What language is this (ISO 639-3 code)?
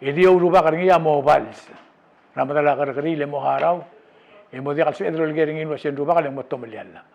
pau